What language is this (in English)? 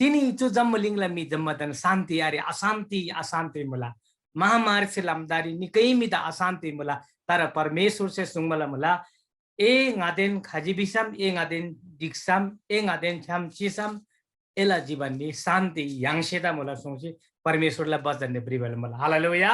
Eastern Tamang